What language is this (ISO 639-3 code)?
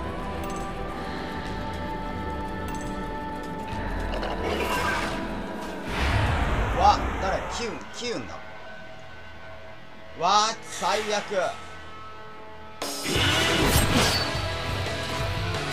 jpn